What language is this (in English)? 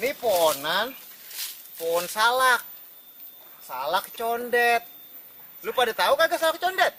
Betawi